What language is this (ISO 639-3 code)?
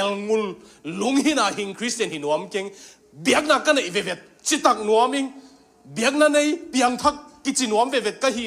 ctd